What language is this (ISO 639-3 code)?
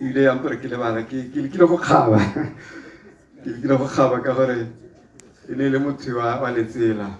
tsn